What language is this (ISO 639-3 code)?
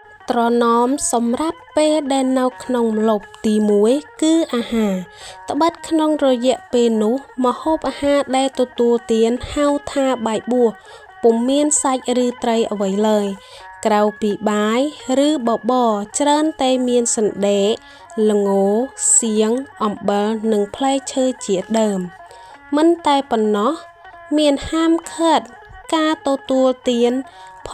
khm